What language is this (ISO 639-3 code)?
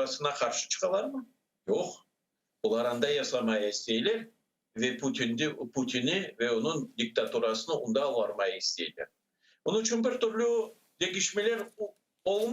crh